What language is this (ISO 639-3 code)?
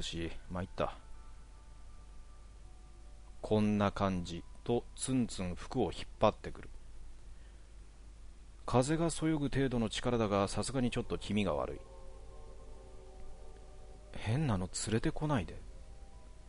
jpn